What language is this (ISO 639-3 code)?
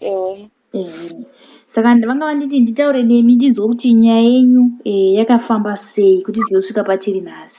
sna